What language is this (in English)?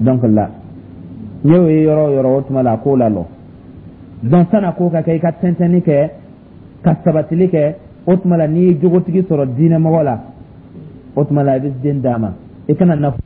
Dyula